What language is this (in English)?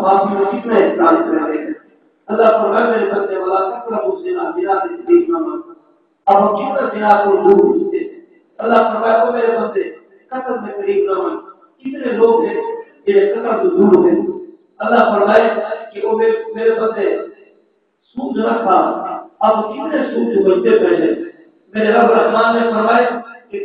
Saraiki